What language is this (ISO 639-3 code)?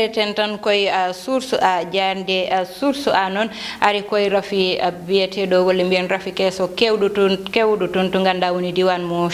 ful